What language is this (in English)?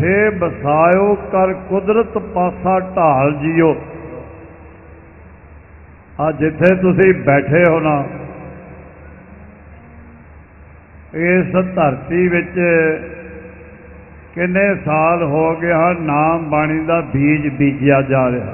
Punjabi